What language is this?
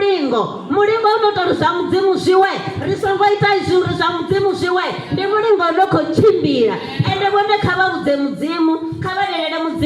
Venda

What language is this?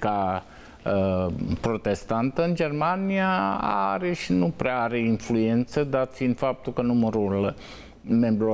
Romanian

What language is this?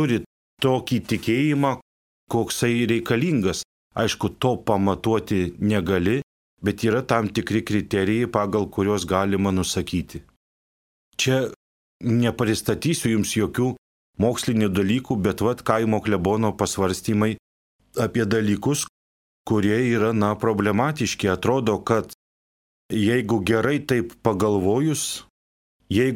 Lithuanian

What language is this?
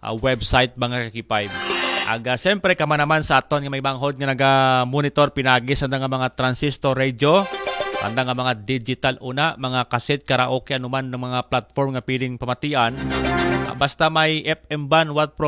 Aklanon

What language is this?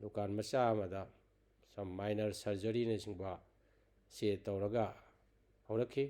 Manipuri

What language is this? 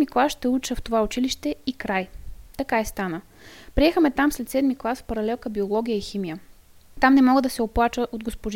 Bulgarian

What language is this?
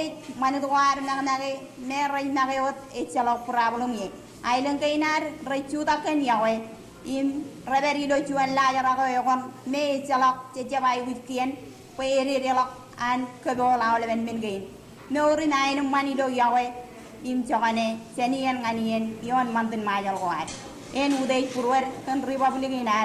Marshallese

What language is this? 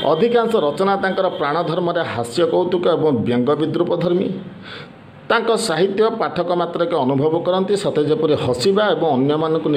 Odia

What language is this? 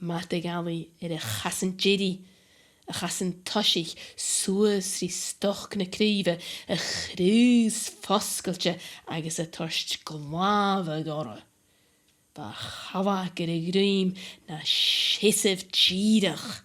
Scottish Gaelic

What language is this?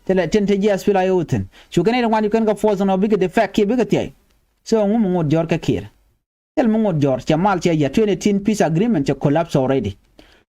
Nuer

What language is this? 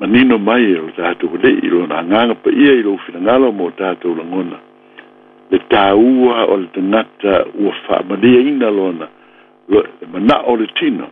Samoan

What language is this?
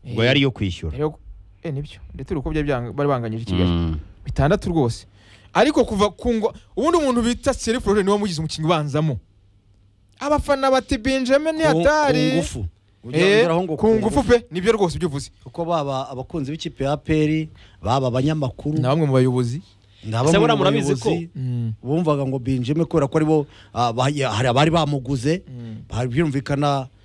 Kinyarwanda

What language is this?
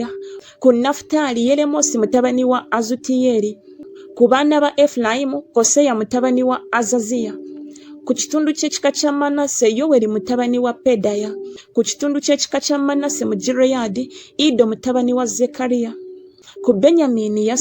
Ganda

